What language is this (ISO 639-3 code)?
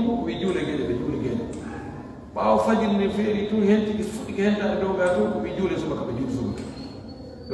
ful